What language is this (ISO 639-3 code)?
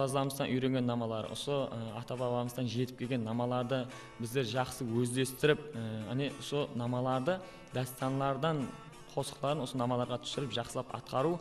kaa